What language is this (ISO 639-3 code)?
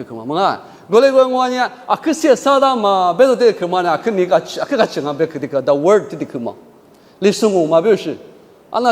lis